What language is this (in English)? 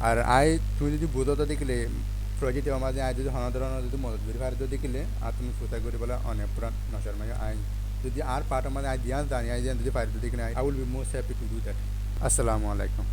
Rohingya